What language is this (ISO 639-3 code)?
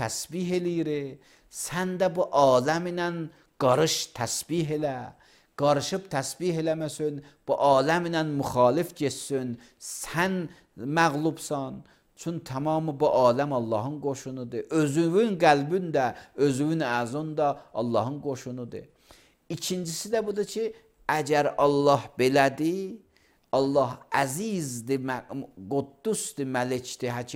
aze